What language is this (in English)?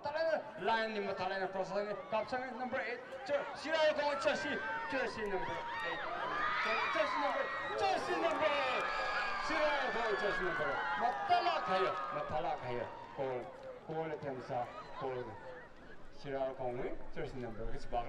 Tangkhul Naga (India)